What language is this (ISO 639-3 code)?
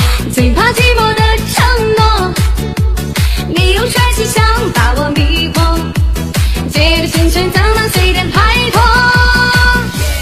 zho